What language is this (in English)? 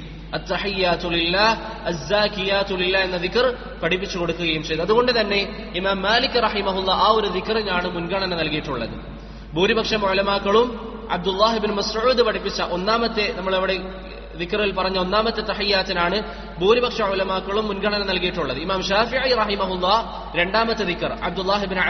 Malayalam